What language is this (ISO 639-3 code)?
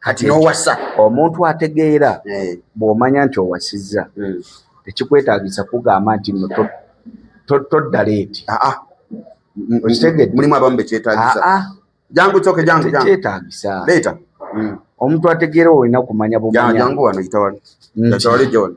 lug